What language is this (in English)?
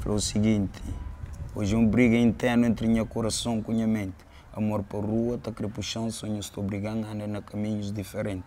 Kabuverdianu